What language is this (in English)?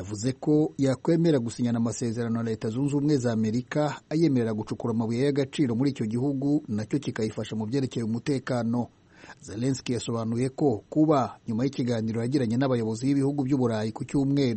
Kinyarwanda